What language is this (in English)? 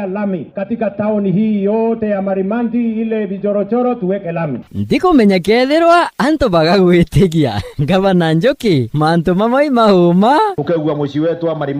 Meru